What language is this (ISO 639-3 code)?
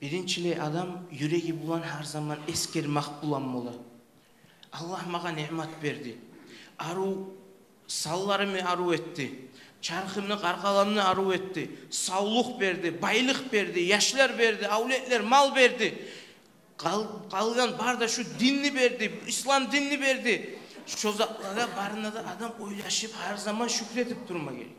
kum